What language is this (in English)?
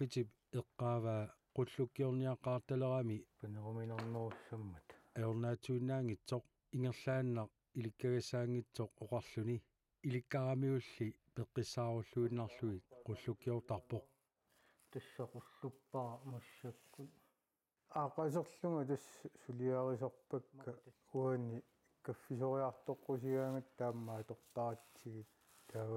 Kalaallisut